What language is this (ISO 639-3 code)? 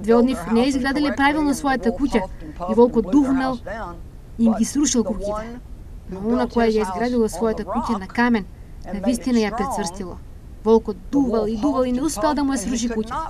mkd